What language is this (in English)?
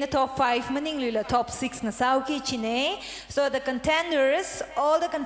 Tangkhul Naga (India)